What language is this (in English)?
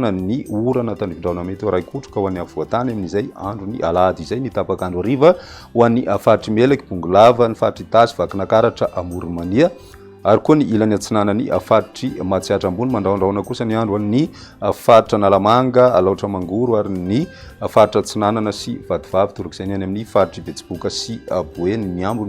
Malagasy